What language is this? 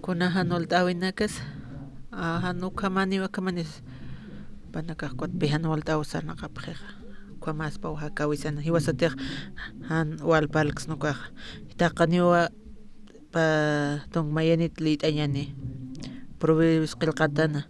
Aymara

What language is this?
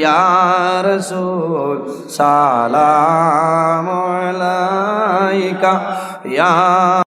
Sylheti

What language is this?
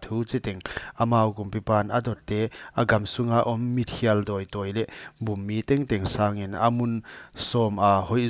Paite Chin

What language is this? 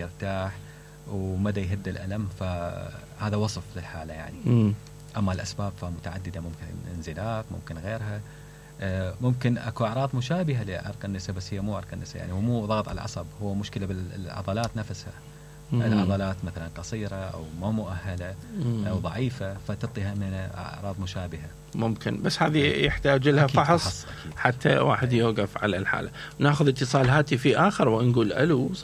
Mesopotamian Arabic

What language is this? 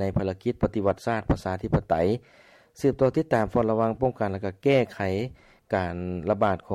Lao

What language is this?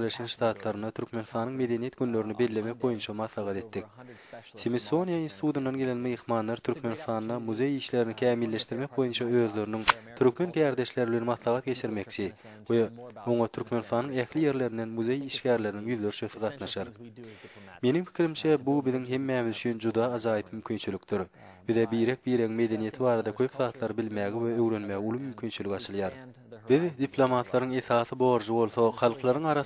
Turkmen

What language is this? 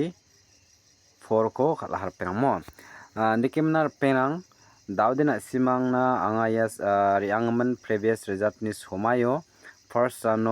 Garo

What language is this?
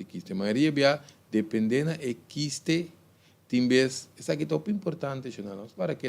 Papiamento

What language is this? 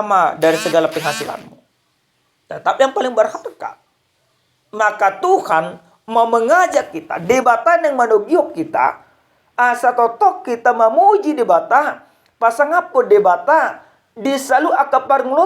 Batak Toba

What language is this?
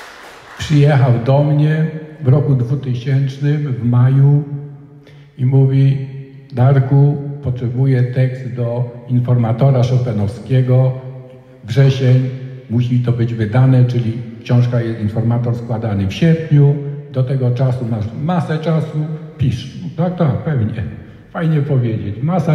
Polish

